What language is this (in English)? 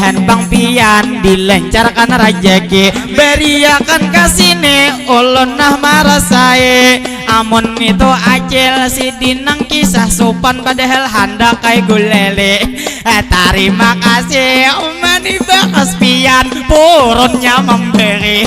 Banjar